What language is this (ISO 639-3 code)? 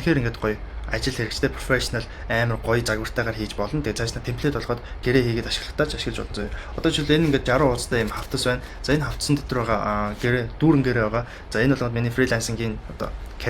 mon